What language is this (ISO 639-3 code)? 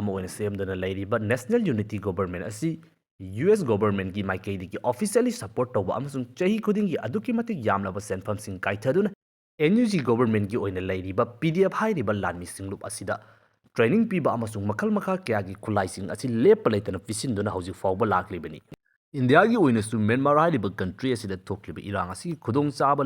mni